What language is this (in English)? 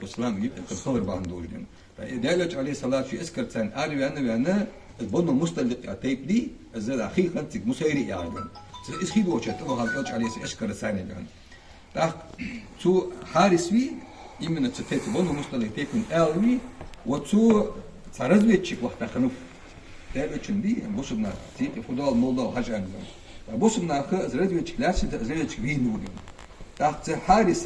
Ingush